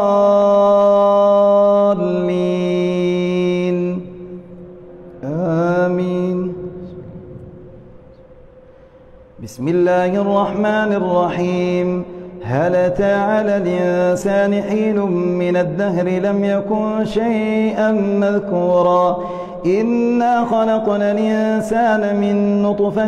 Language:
Arabic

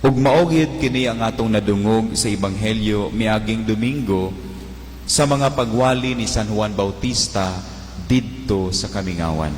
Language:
Cebuano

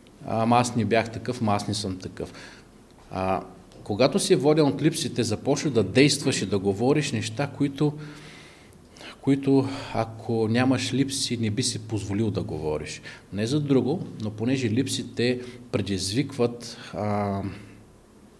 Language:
Bulgarian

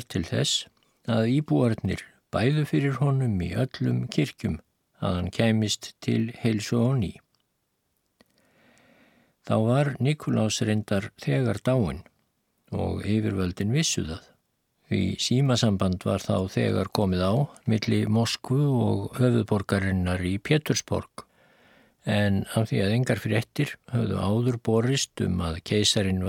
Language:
Icelandic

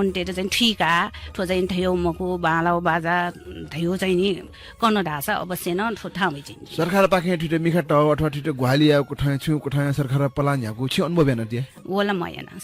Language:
Newari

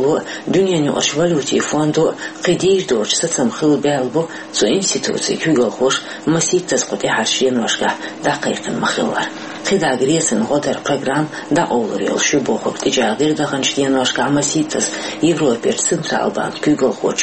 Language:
Chechen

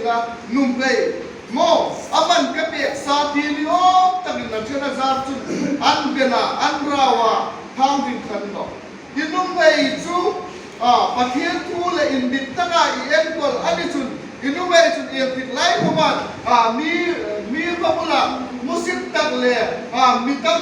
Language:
Hmar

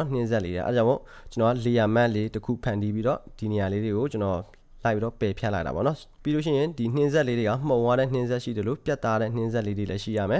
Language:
Burmese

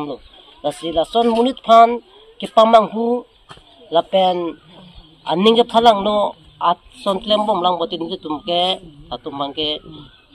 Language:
Karbi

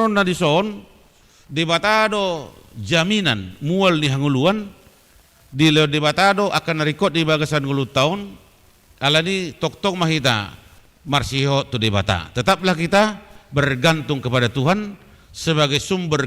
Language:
Batak Toba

